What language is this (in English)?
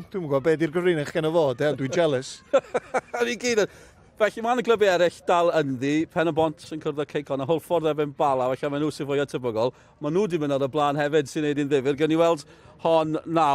Welsh